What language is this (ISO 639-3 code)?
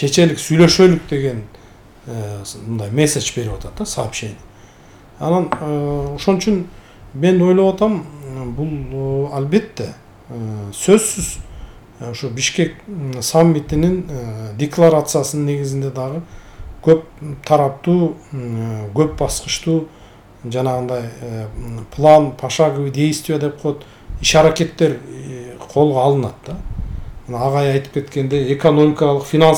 kir